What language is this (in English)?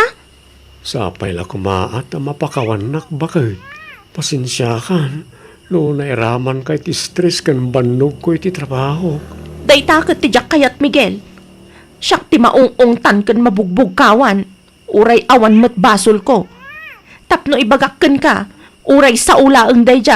Iloko